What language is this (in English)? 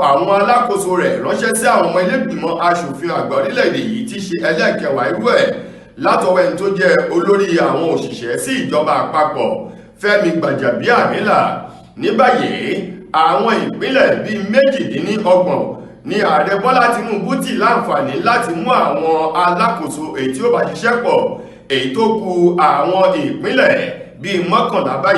Yoruba